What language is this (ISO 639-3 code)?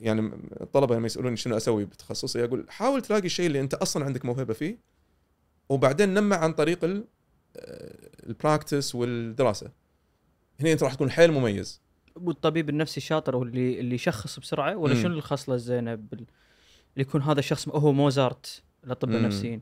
afb